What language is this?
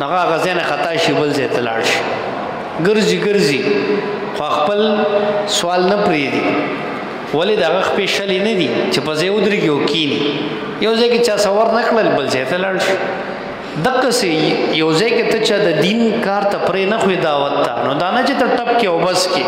Pashto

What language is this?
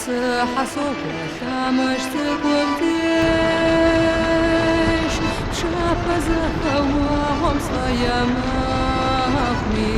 Kabardian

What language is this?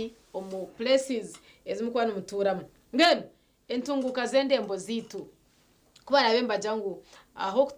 Nyankole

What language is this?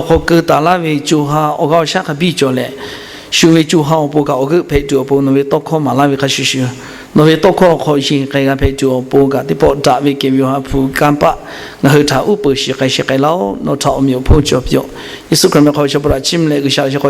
Lahu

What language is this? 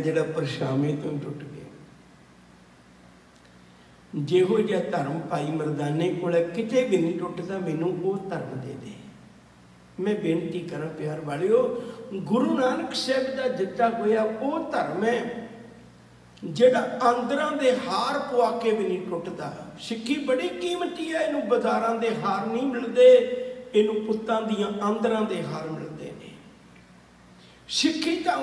Punjabi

